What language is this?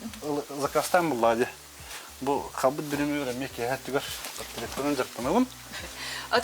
Yakut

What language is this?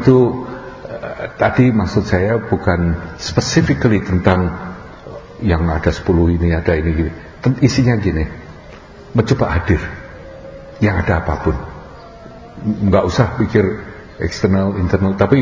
Indonesian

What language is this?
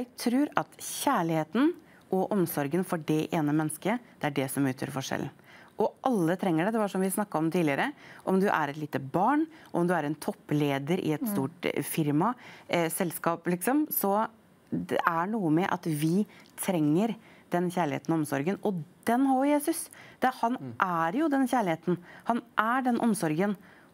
Norwegian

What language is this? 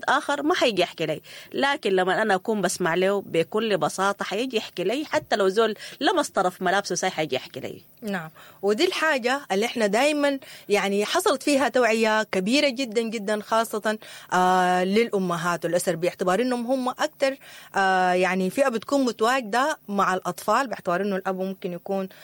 Sudanese Arabic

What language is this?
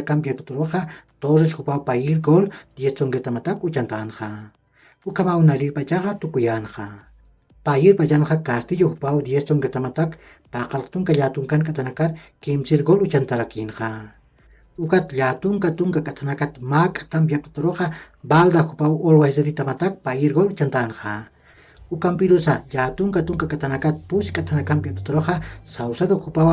Aymara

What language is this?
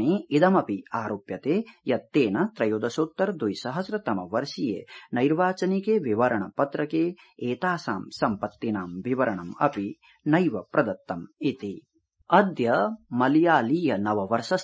Sanskrit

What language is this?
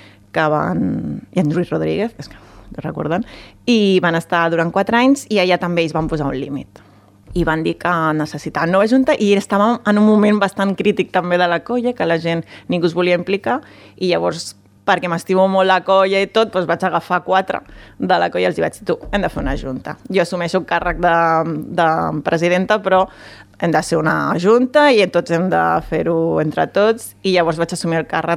Catalan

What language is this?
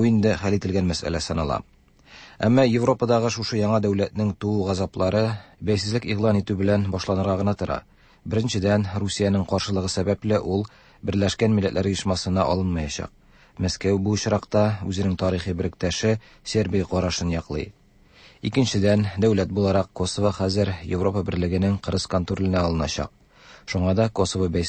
Tatar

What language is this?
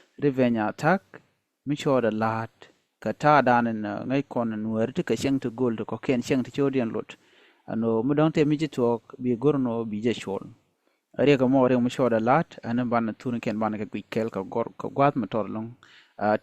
Nuer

